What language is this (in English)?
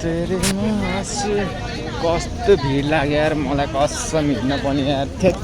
Nepali